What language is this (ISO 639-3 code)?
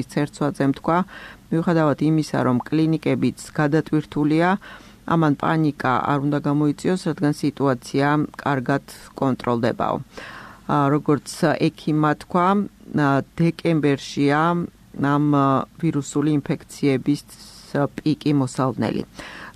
kat